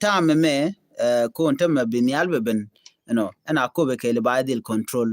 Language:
Nuer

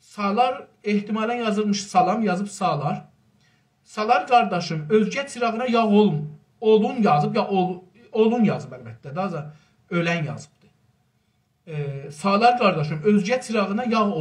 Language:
South Azerbaijani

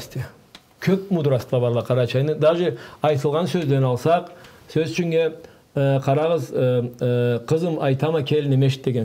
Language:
Karachay-Balkar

